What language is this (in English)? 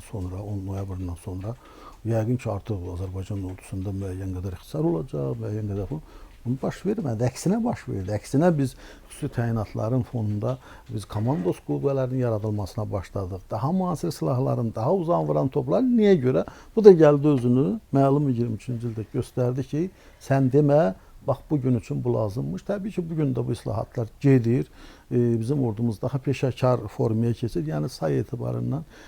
Azerbaijani